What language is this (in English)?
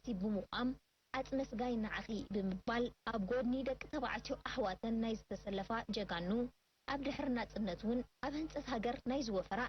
Tigrinya